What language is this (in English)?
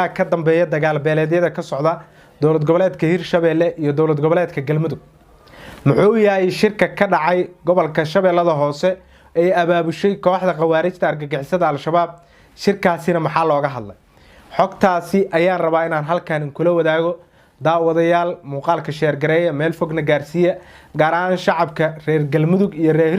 Somali